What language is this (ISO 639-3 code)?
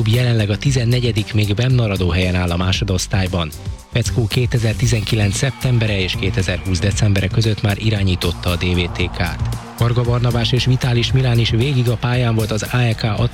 hun